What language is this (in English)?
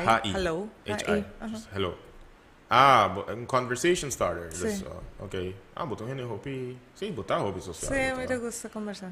Papiamento